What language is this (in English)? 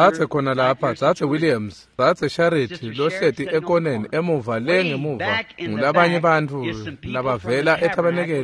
Swati